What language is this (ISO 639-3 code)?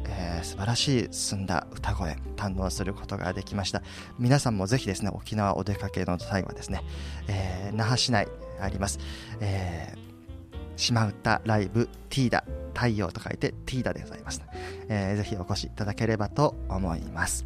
jpn